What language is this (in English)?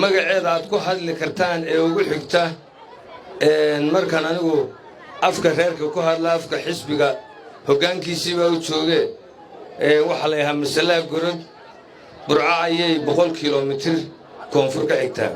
Somali